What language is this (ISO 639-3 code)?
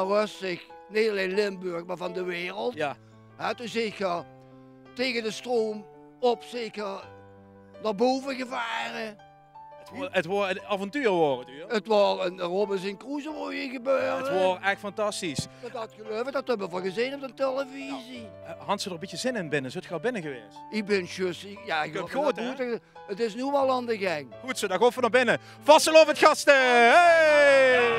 lim